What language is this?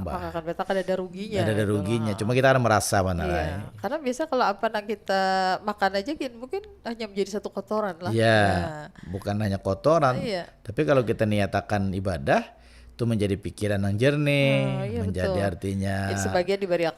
Banjar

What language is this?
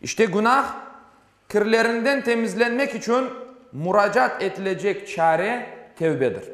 Crimean Tatar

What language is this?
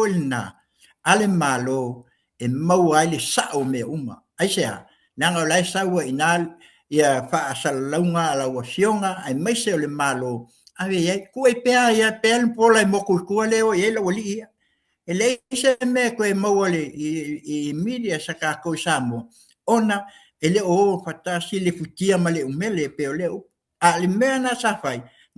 Samoan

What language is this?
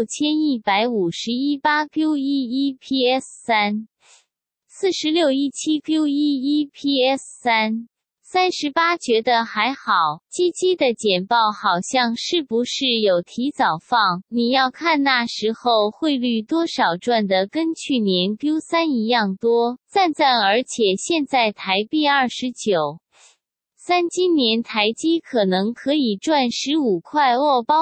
Chinese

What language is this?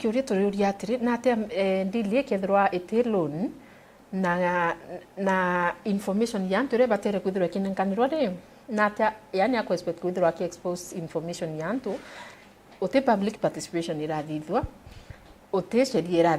Meru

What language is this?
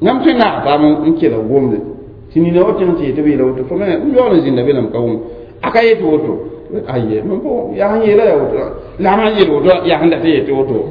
Mossi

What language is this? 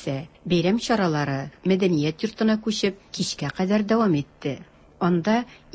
Tatar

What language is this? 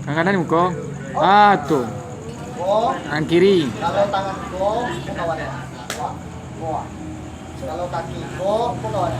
Minangkabau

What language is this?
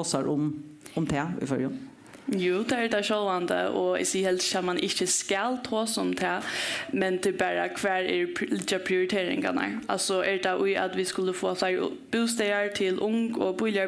Faroese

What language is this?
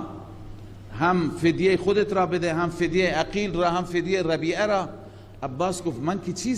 Persian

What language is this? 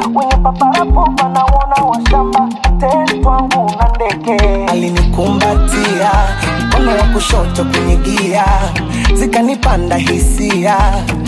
Swahili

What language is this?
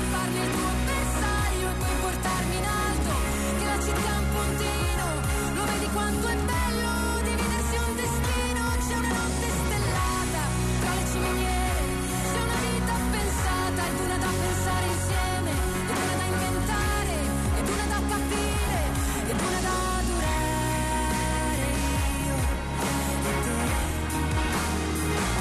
Italian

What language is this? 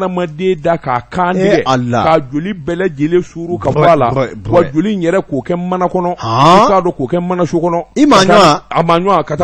Bambara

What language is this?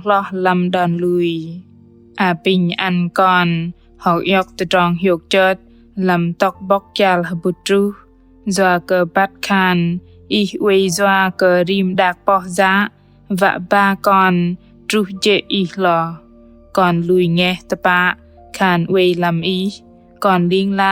Bahnar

